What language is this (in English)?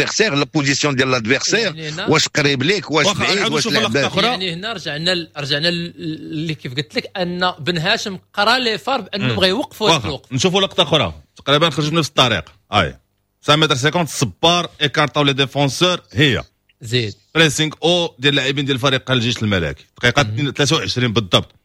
Moroccan Arabic